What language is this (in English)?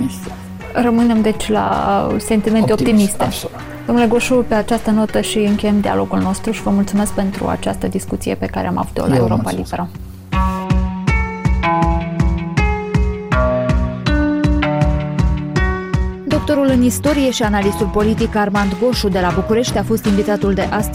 Romanian